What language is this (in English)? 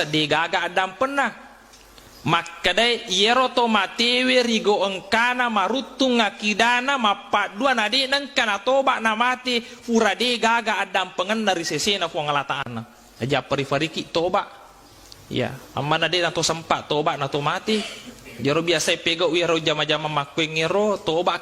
Buginese